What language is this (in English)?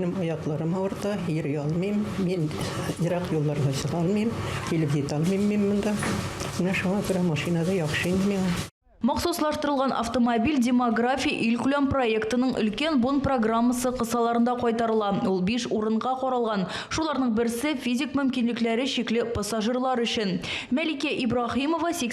Tatar